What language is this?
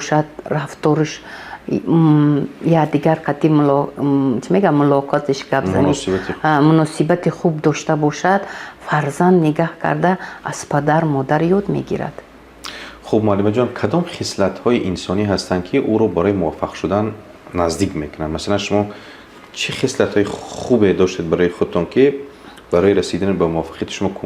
Tajik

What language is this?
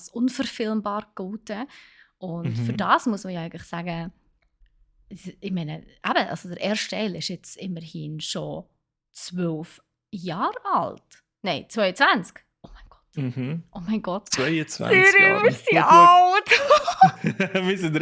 Swiss German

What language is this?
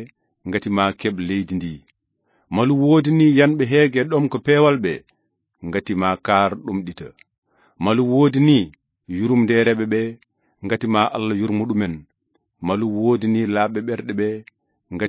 Fula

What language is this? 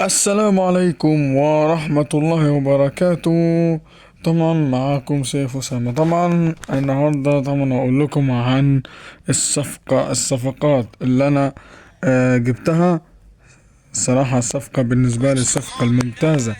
Egyptian Arabic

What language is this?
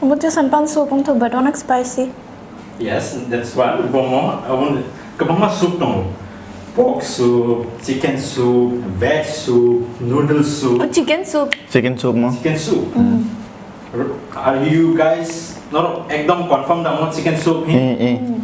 Kok Borok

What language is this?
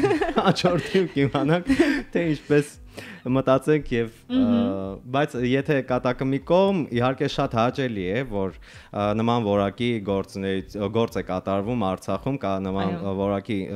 Armenian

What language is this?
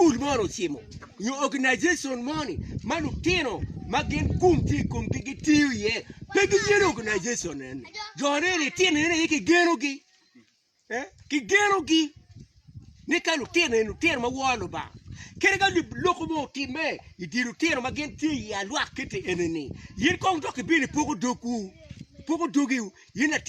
Acoli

